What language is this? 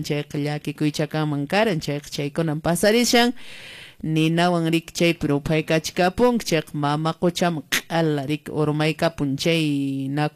Quechua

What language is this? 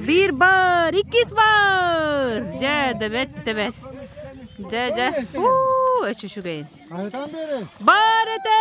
Yakut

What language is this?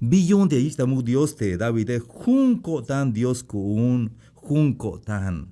Tzeltal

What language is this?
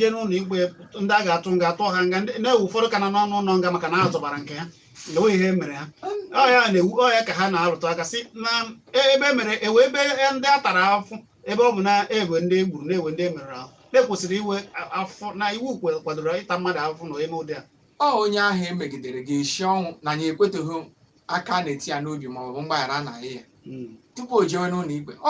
Igbo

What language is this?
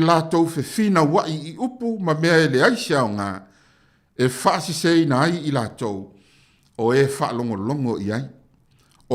Samoan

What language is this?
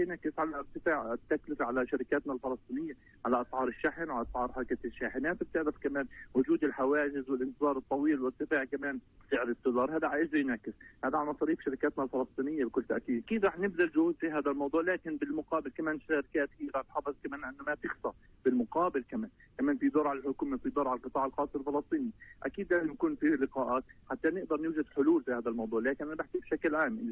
North Levantine Arabic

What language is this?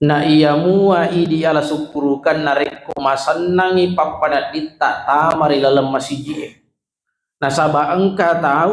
Buginese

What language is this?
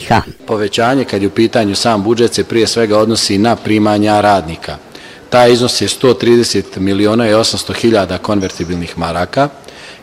Bosnian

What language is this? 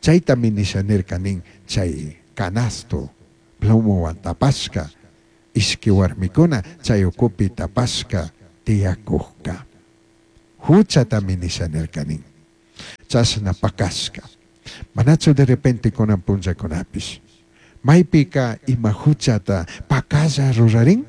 Chimborazo Highland Quichua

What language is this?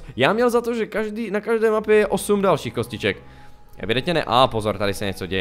Czech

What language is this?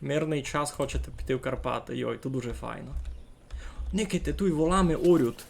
Rusyn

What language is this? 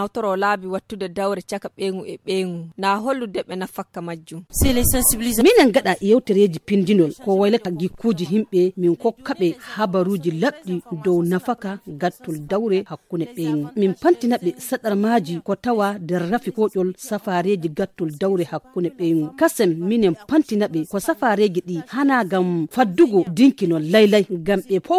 Fula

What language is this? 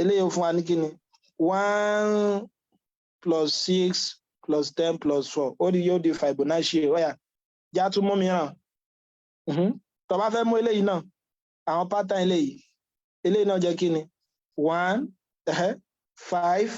Yoruba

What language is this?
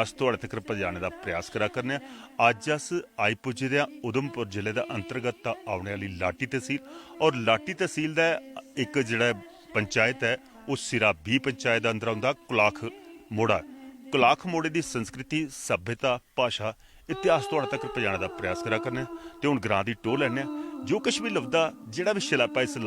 Dogri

